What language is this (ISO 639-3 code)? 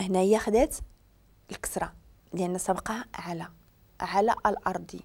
ary